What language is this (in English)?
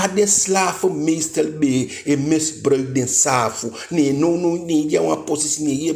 Eastern Maroon Creole